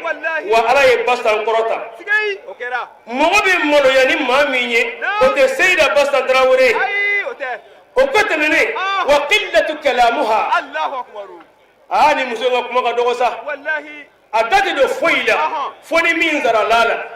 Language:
Bambara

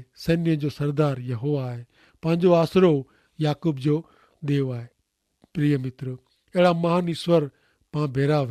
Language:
Kachhi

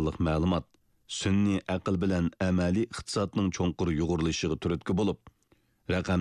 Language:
Uyghur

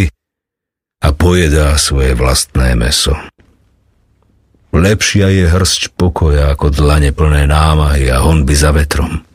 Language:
Slovak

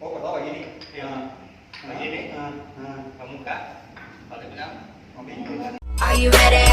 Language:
Manado Malay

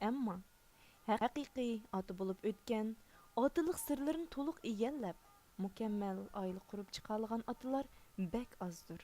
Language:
Uyghur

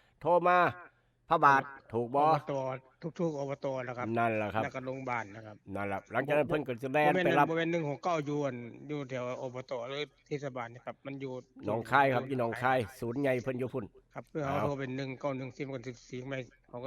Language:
Northeastern Thai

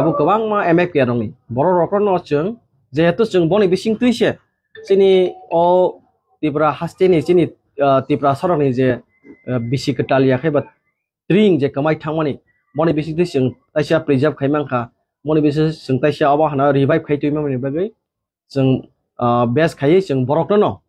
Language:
Kok Borok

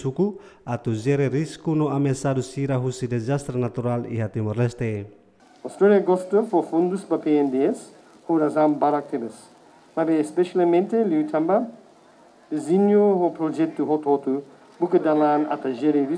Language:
Tetum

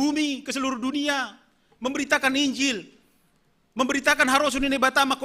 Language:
Batak Simalungun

